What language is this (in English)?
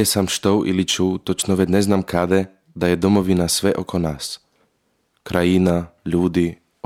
Croatian